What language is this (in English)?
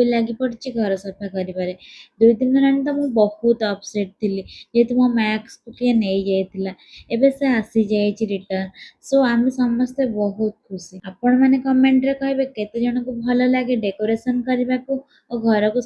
Odia